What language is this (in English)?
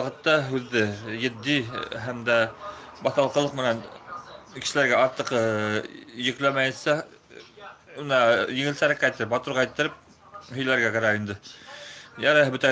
Bashkir